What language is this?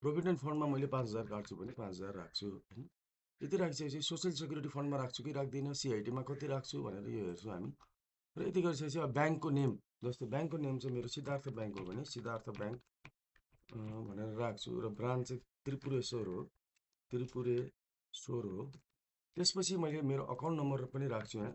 Nepali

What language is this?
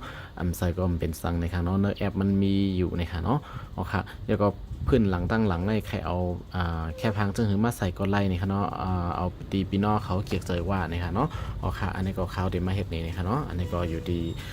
Shan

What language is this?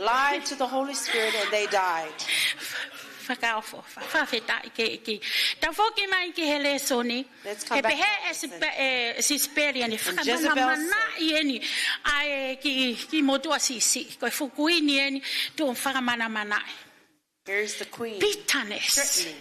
Tongan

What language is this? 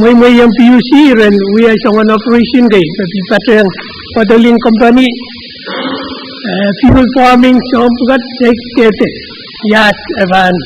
Pohnpeian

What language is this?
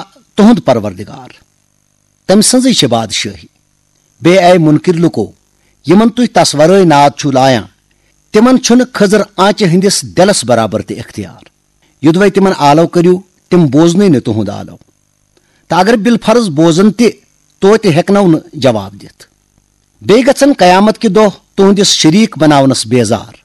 Kashmiri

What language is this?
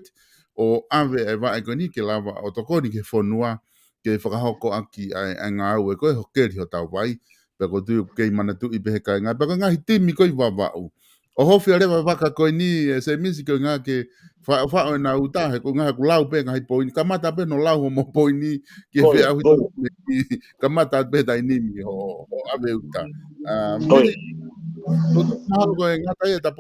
Tongan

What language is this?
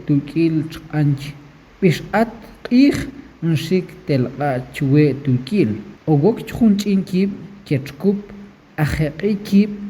Tektiteko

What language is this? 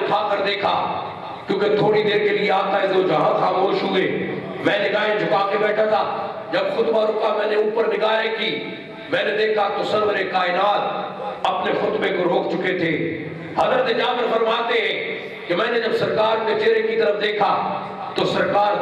Urdu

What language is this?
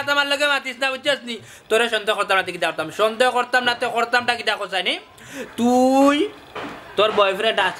Sylheti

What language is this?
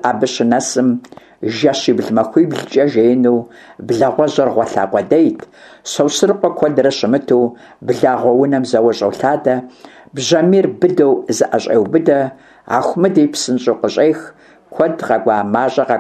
Kabardian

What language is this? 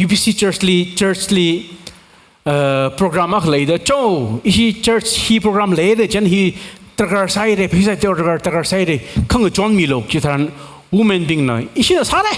Tangkhul Naga (India)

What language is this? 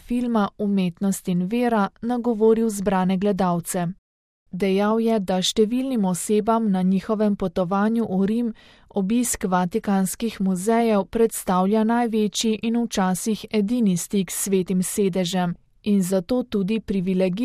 Slovenian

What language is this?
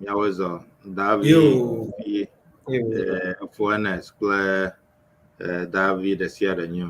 Ewe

